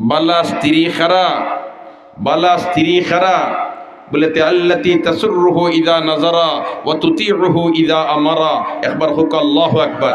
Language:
Sylheti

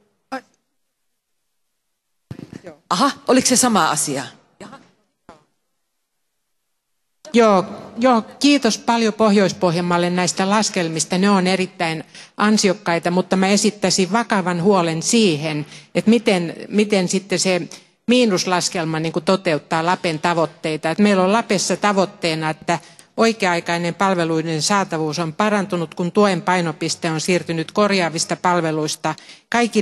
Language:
Finnish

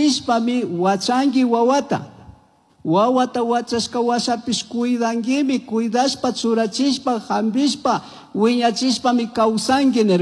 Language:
Chimborazo Highland Quichua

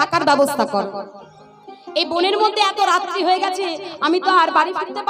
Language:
Bangla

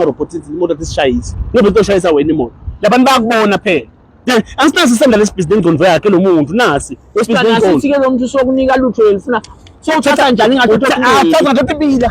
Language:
Swati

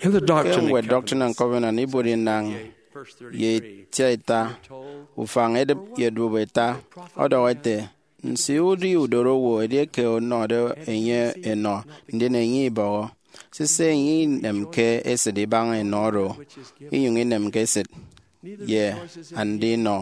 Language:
Efik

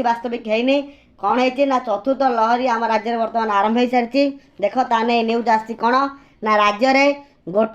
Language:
Odia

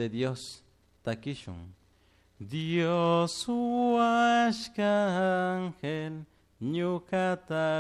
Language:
Chimborazo Highland Quichua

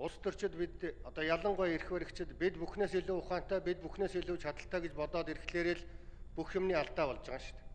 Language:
Mongolian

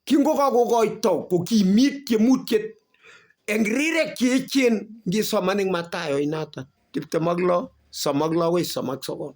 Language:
Kalenjin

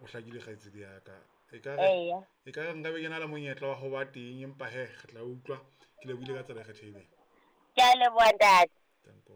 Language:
Southern Sotho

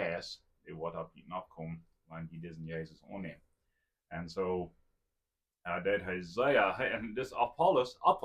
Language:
Plautdietsch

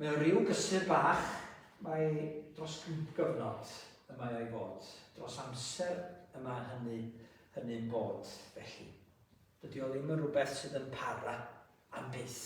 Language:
Welsh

